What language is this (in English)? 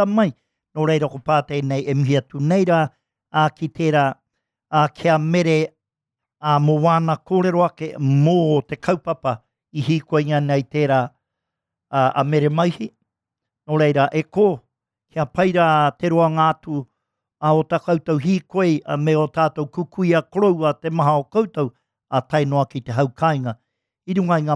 Māori